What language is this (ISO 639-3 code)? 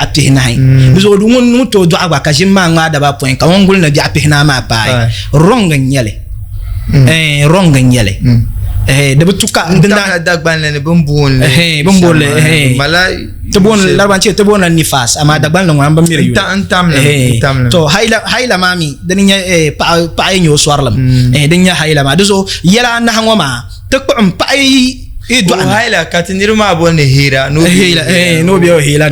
dag